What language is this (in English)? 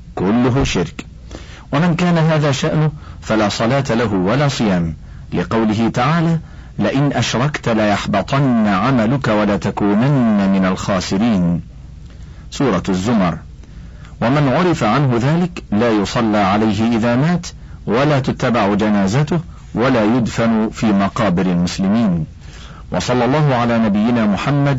Arabic